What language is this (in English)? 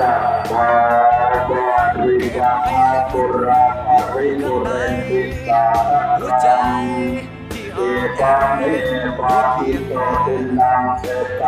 Pali